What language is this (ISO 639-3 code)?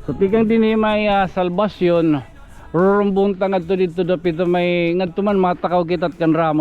war